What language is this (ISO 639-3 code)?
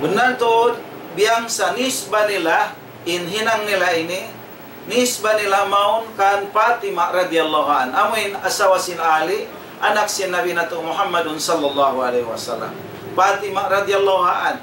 tsg